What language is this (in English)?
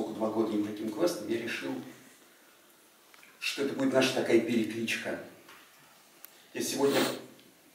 Russian